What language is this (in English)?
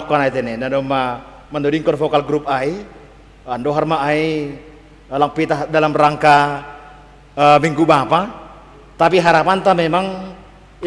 Batak Simalungun